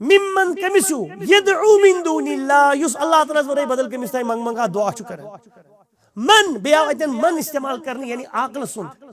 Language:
Kashmiri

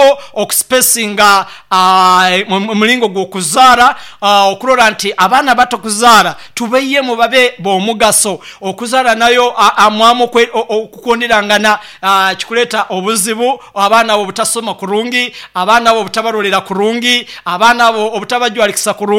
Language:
Nyoro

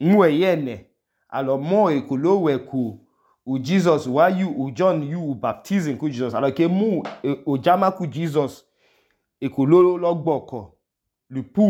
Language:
Idoma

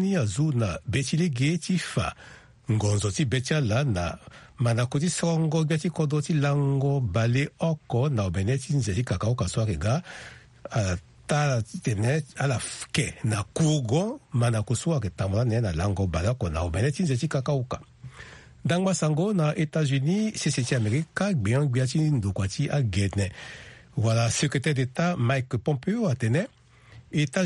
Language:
Sango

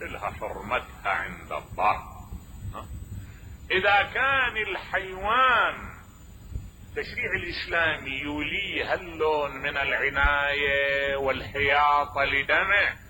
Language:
Mesopotamian Arabic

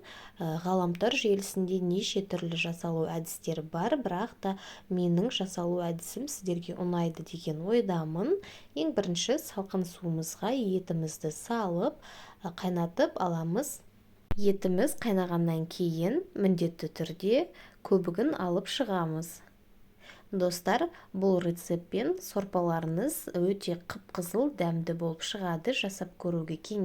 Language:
Kazakh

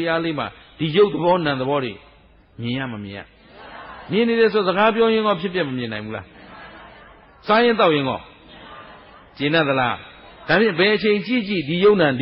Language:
Burmese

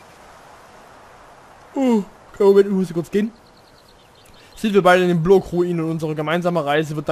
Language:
German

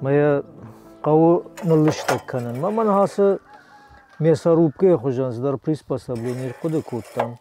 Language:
Ossetic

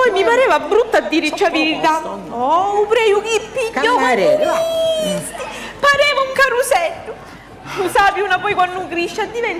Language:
Sicilian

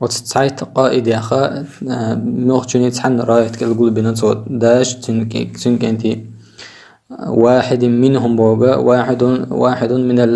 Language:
Chechen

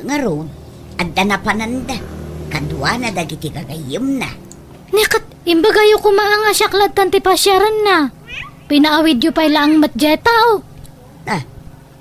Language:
Iloko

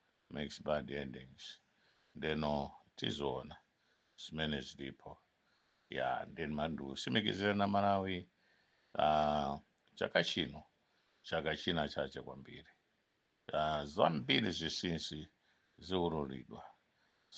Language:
Nyanja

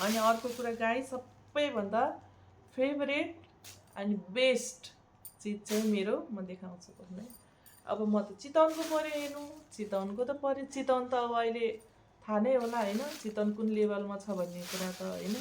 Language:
Nepali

